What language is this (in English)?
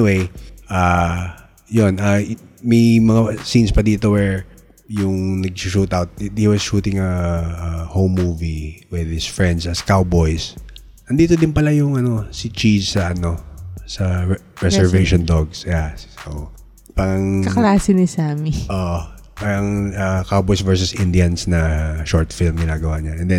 Filipino